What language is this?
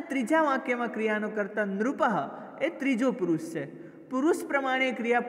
Gujarati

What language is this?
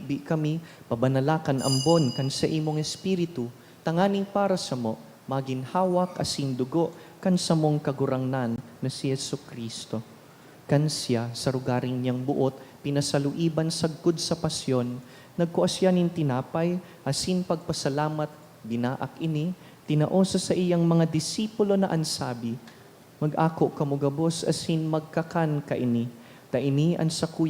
Bikol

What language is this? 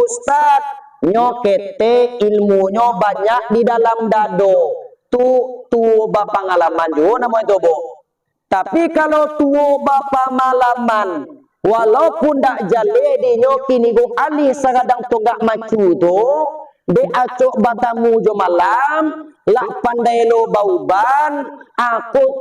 Minangkabau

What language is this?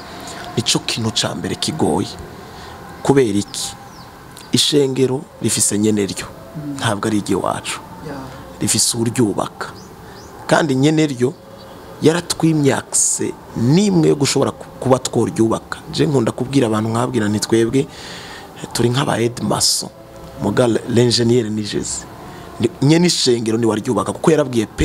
Rundi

